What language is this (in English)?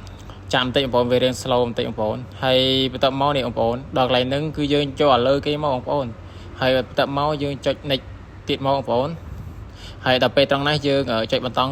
Khmer